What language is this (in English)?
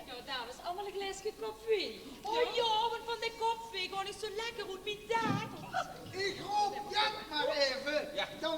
Limburgish